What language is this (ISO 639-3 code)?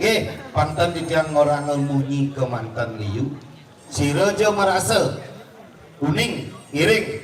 ban